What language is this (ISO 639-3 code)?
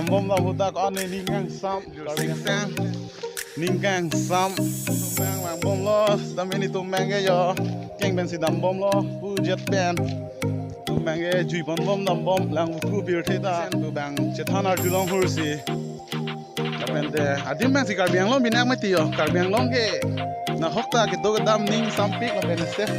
mjw